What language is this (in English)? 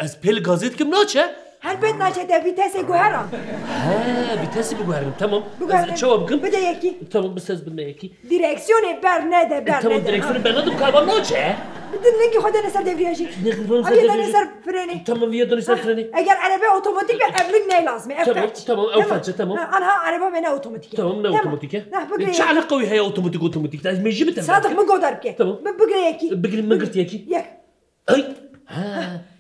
Kurdish